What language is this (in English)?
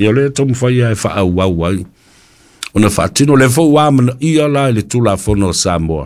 Samoan